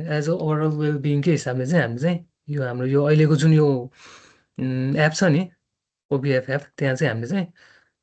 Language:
Nepali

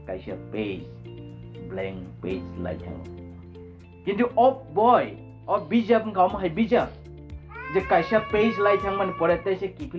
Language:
Kok Borok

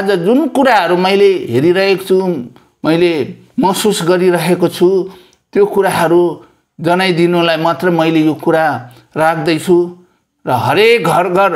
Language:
Nepali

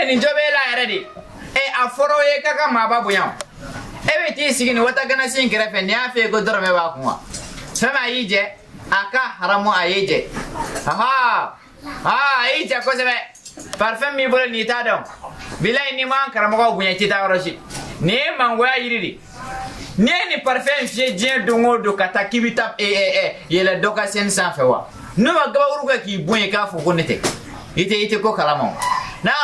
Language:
Bambara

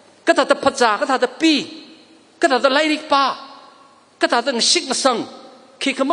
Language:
Tangkhul Naga (India)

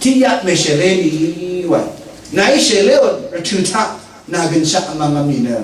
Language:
Rawang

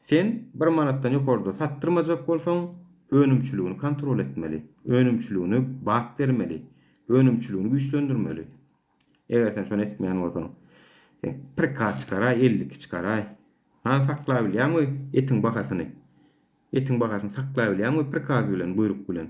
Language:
Turkmen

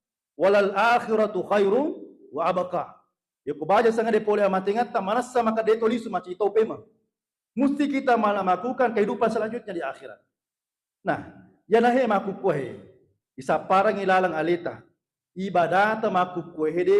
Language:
Buginese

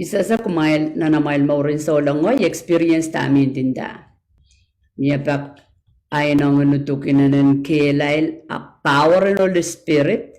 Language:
Pohnpeian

